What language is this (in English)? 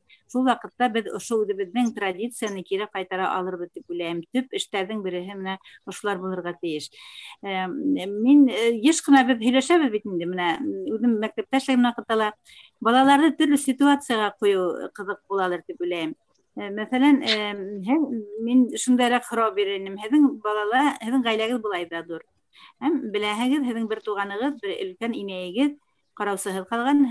Bashkir